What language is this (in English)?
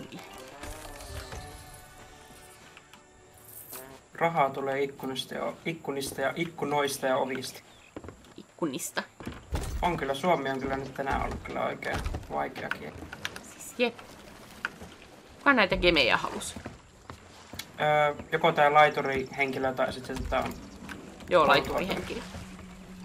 Finnish